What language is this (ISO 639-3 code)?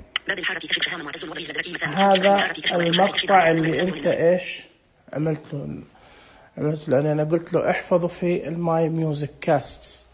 ars